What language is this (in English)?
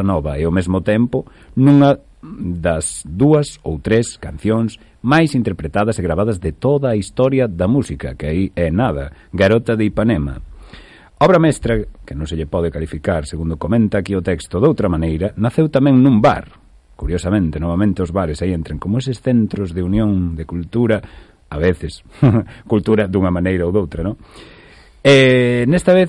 Galician